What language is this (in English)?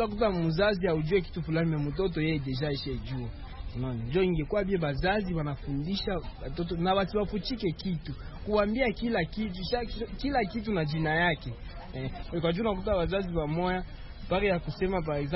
Swahili